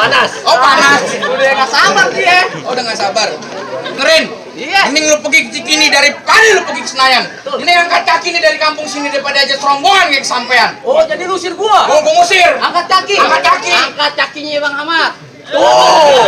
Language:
Betawi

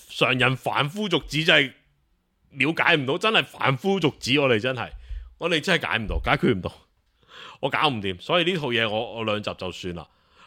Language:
Cantonese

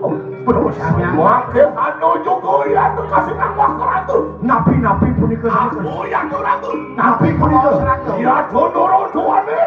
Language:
Balinese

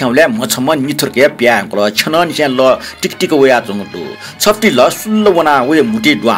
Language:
Newari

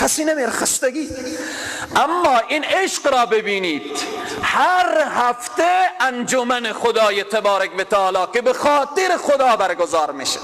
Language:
Persian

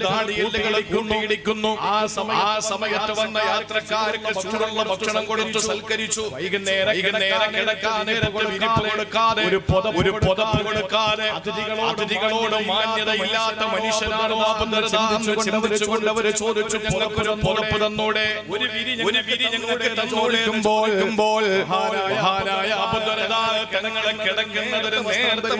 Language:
Malayalam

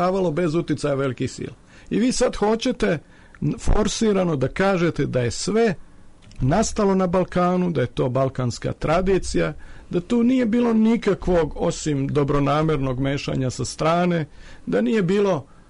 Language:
Serbian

